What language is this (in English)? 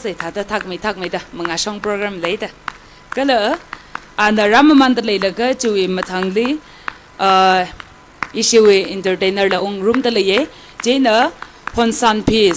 Tangkhul Naga (India)